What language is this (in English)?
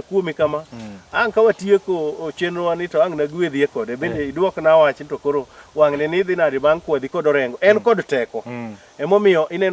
Luo (Kenya and Tanzania)